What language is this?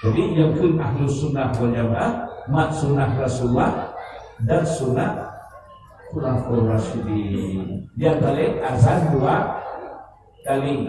Achinese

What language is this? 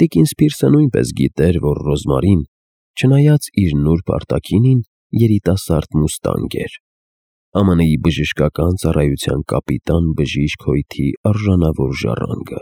Armenian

